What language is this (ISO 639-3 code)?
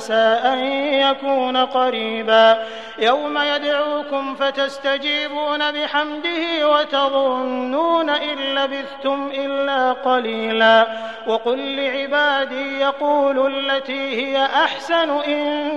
ara